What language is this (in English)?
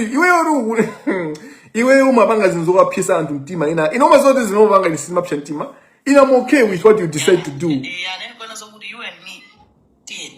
Nyanja